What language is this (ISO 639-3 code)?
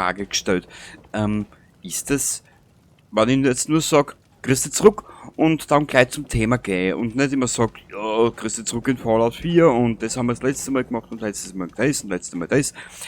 bar